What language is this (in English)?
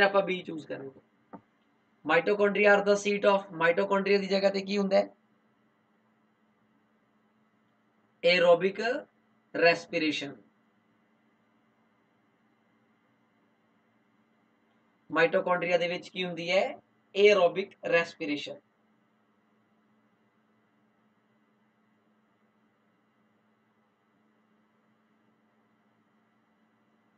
Punjabi